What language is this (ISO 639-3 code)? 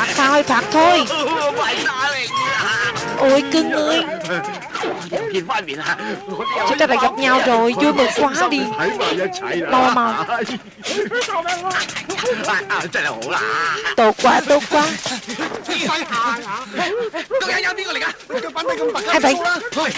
vie